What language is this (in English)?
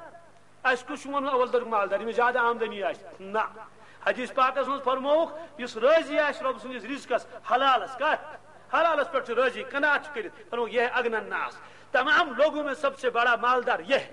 Kashmiri